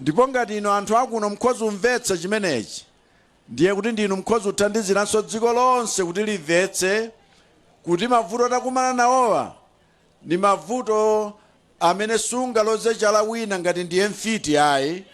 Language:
Nyanja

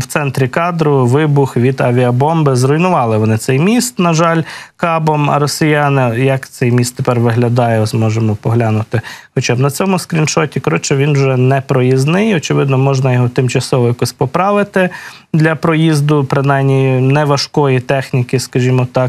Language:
Ukrainian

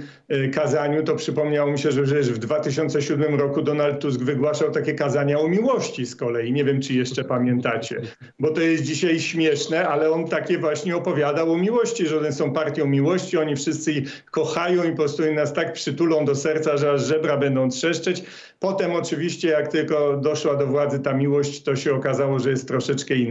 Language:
Polish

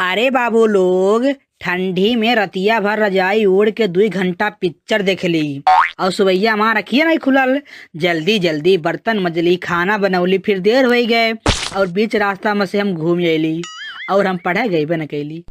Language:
Bhojpuri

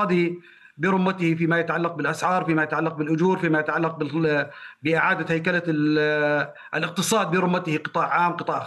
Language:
Arabic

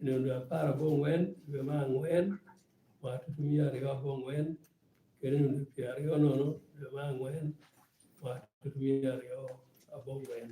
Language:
Lango (Uganda)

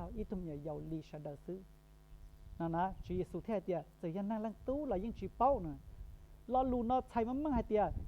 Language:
Hmong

